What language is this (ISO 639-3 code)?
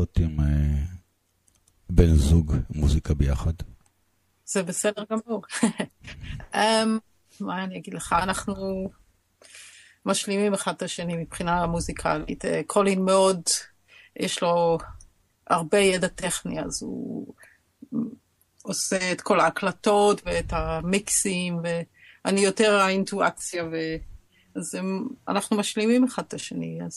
heb